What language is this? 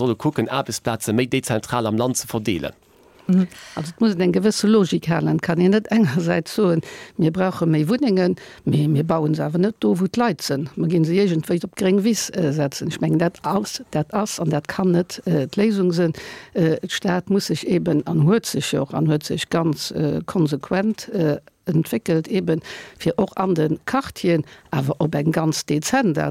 Luxembourgish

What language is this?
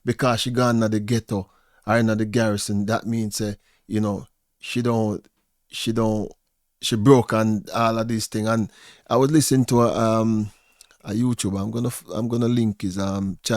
Jamaican Creole English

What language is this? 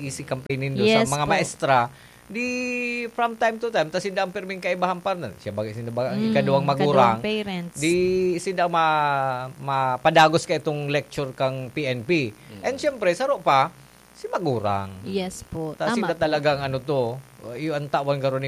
Bikol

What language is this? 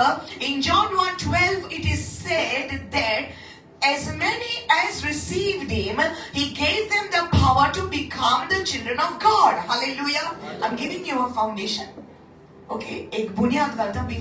Konkani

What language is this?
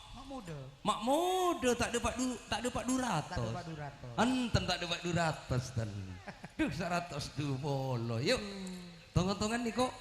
Madurese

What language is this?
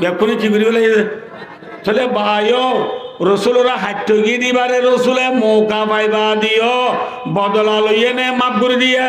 Rohingya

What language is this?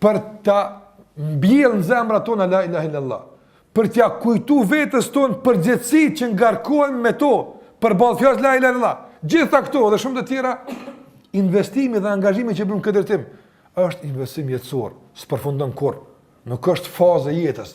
Albanian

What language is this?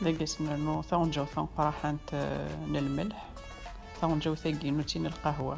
Kabyle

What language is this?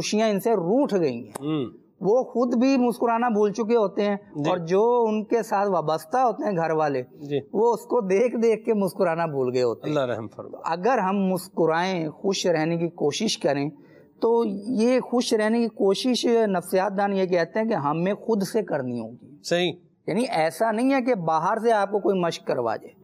Urdu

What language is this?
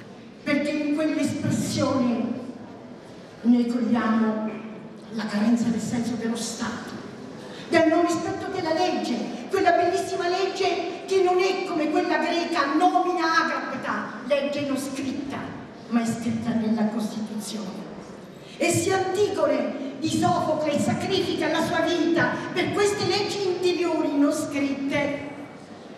Italian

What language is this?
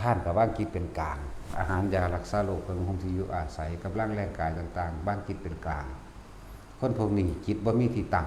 Northeastern Thai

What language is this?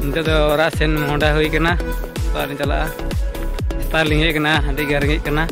Santali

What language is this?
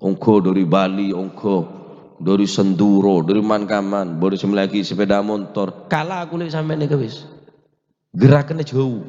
Madurese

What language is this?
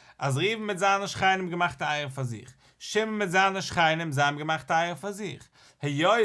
Yiddish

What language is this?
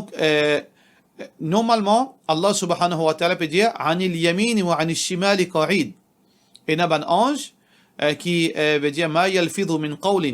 Morisyen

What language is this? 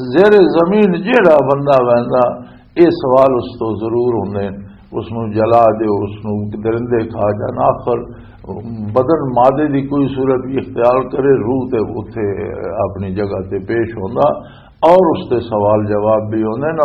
Western Panjabi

